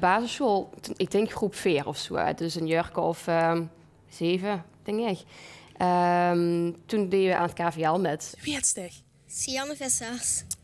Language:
Limburgish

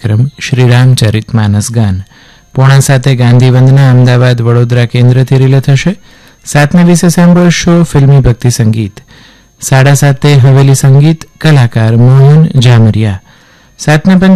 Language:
Gujarati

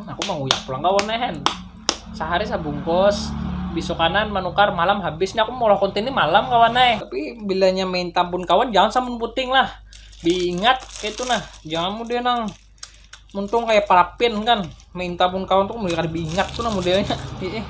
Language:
Banjar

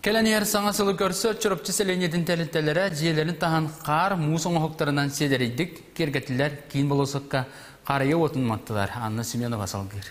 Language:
Yakut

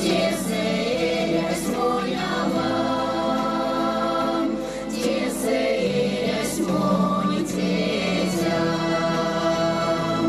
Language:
Erzya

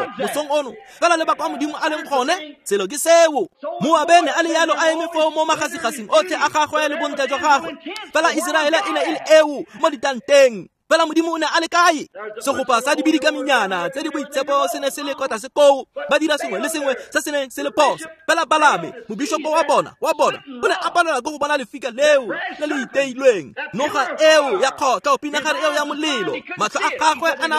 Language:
Tswana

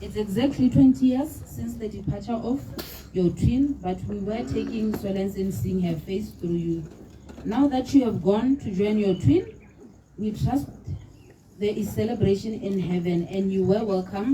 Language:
Tswana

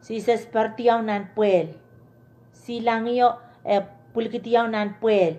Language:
Pohnpeian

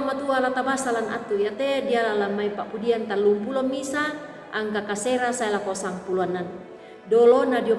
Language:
Toraja-Sa'dan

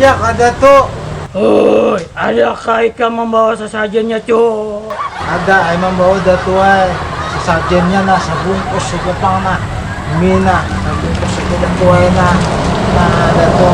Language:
Banjar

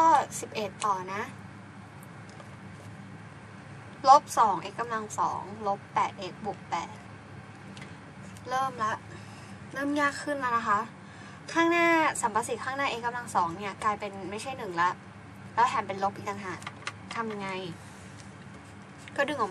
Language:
Thai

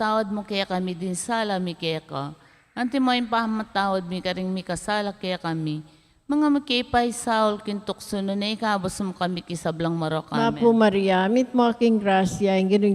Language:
Pampanga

